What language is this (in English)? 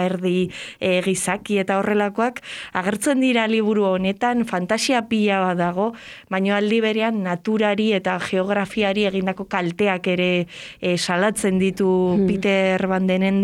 Basque